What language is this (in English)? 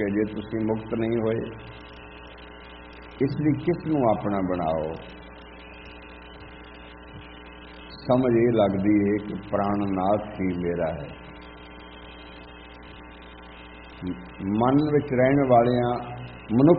Punjabi